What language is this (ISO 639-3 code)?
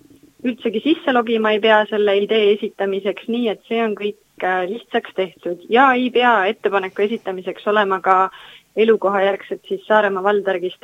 est